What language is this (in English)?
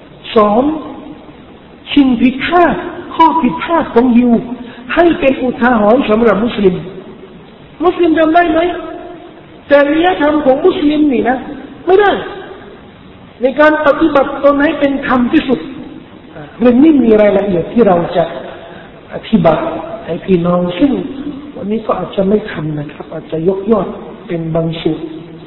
Thai